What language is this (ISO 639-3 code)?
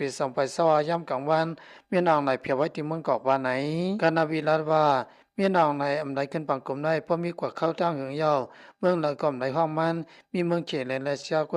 lao